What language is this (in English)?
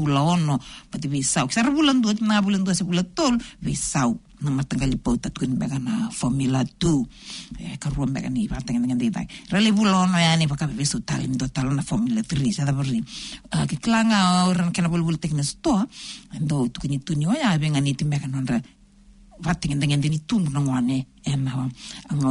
Fijian